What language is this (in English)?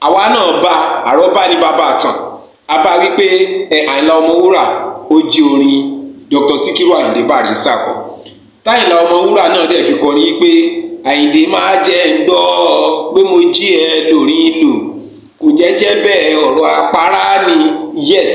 Yoruba